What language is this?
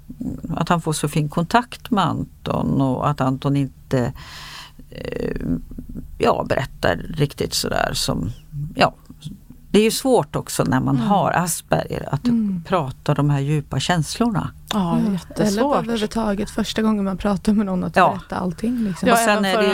Swedish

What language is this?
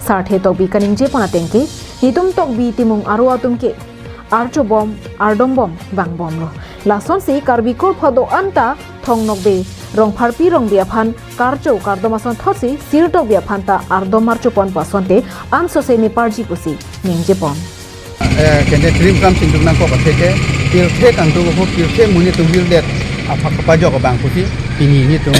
Karbi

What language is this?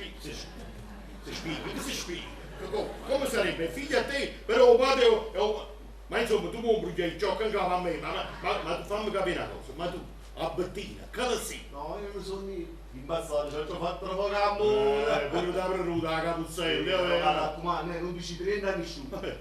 Neapolitan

